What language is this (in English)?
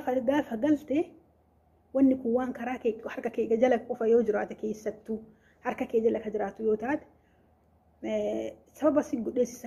Oromo